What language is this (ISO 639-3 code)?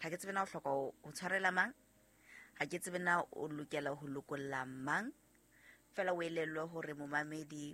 sot